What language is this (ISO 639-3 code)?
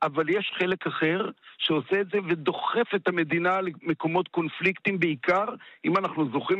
heb